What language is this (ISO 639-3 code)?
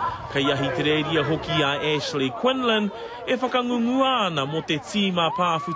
mri